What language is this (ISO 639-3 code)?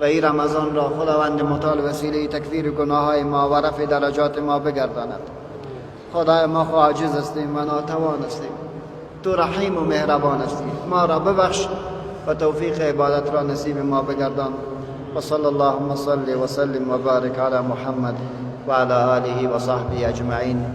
fas